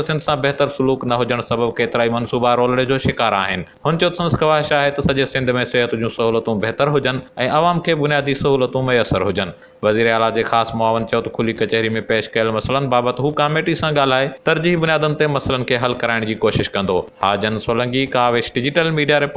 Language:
Sindhi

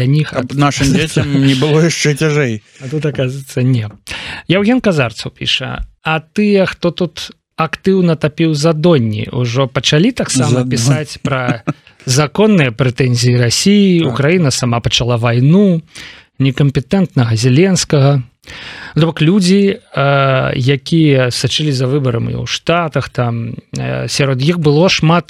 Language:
Belarusian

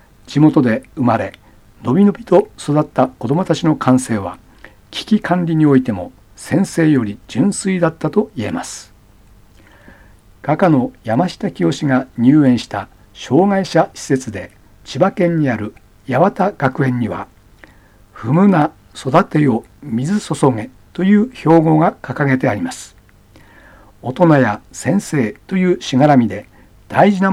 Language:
Japanese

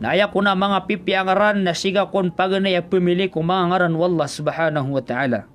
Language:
Maranao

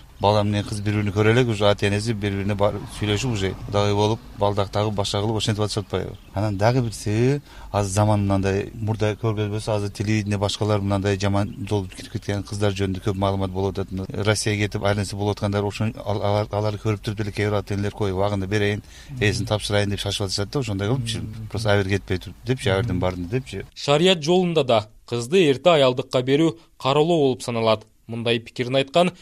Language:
Kyrgyz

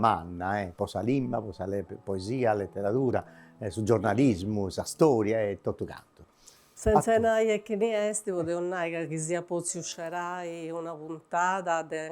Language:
Sardinian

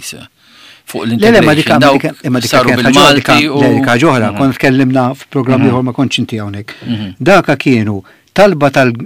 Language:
Maltese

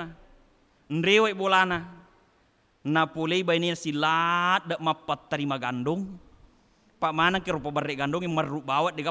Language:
Buginese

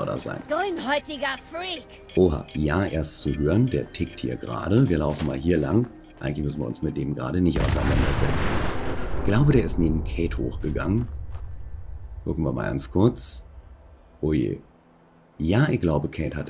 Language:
German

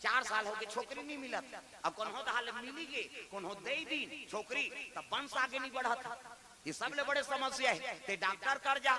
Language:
Chhattisgarhi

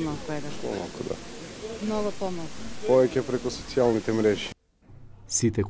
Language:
Macedonian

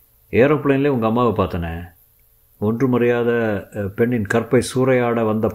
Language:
Tamil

